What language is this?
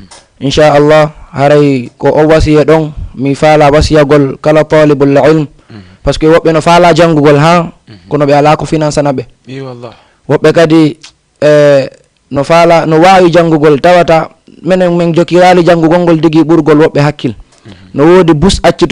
Fula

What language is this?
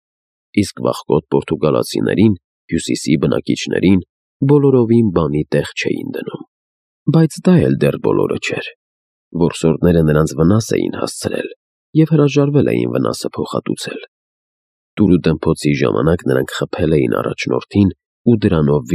Armenian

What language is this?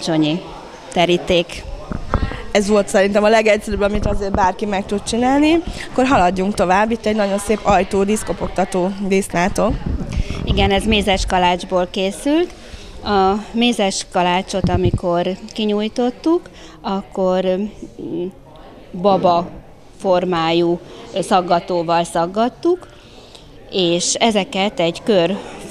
Hungarian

